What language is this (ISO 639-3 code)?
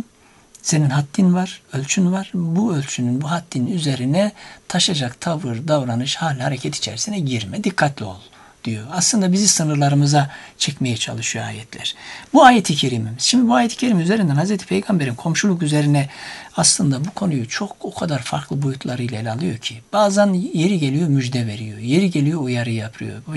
tur